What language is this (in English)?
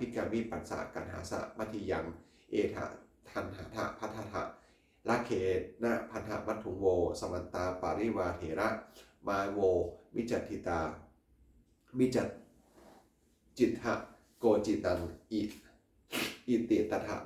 Pali